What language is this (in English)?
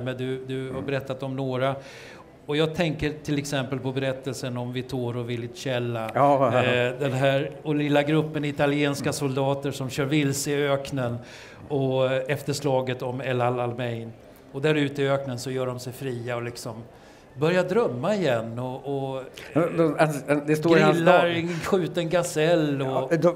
Swedish